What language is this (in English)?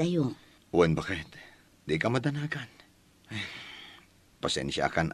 Iloko